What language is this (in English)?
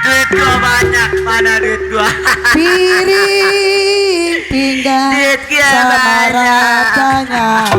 Betawi